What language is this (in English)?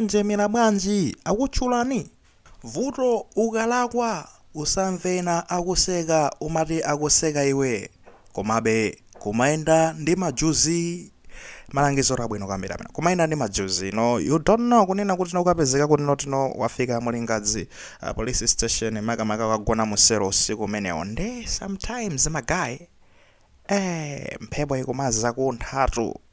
Nyanja